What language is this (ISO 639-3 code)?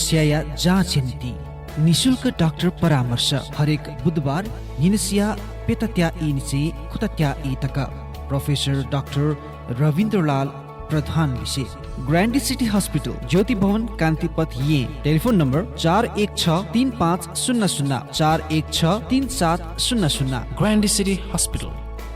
new